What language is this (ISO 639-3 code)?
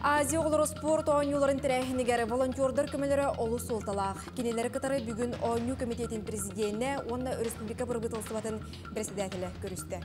sah